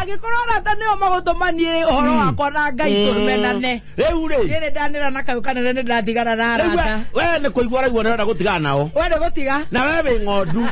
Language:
Kikuyu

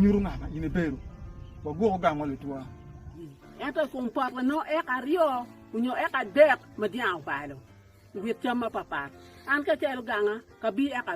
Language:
Acoli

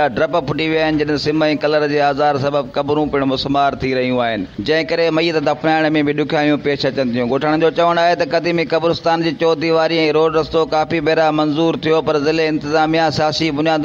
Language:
Sindhi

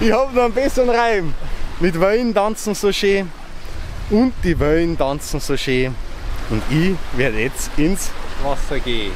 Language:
Bavarian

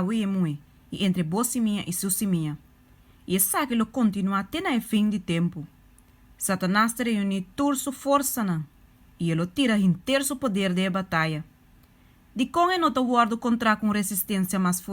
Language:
Papiamento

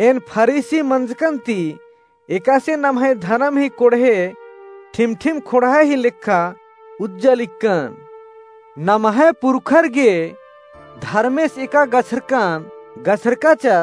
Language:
Kurukh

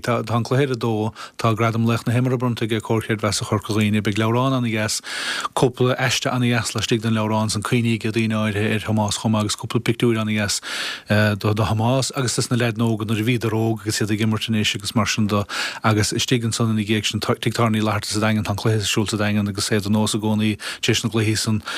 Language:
Irish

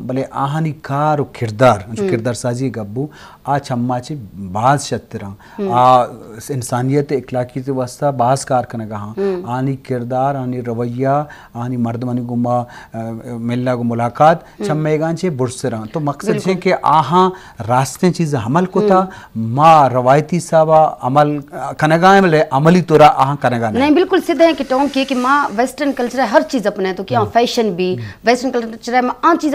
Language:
Baluchi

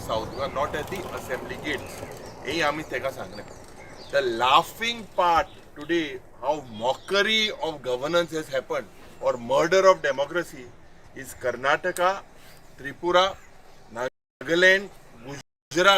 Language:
Konkani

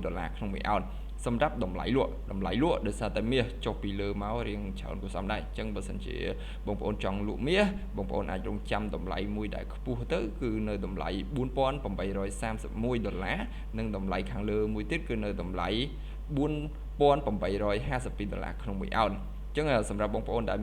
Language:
Khmer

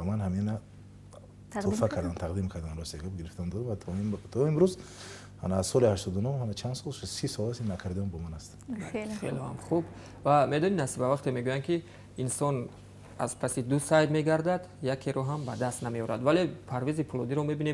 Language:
Tajik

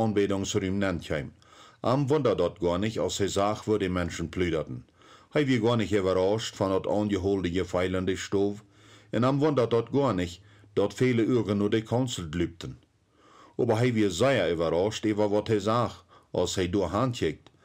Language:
Plautdietsch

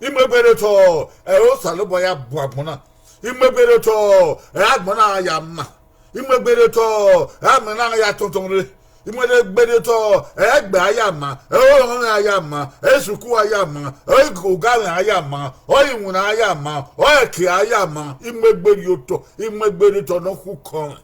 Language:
Bini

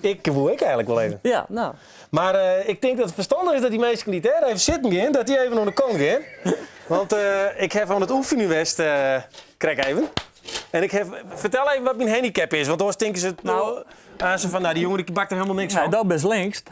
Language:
Western Frisian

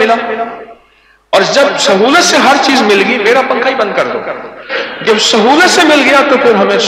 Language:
Urdu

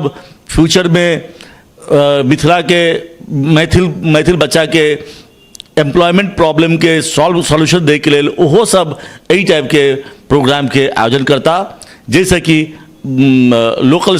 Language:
Maithili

